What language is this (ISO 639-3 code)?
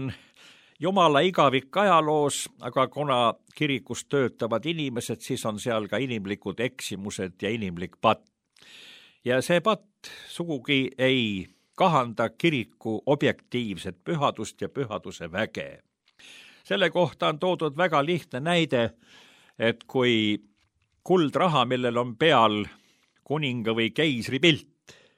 est